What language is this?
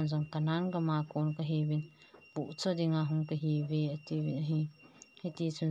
Thado Chin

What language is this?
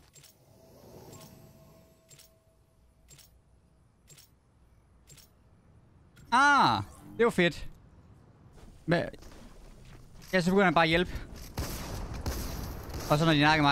Danish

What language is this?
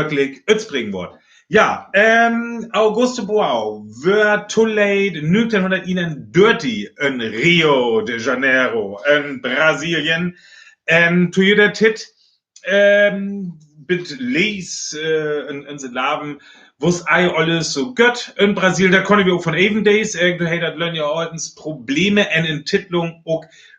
Northern Frisian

